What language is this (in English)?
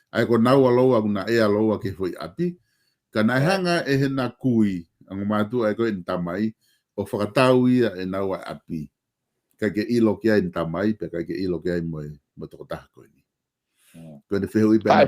Tongan